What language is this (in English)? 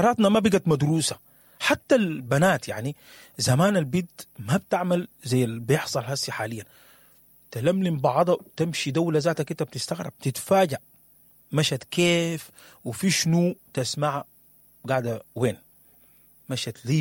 Sudanese Arabic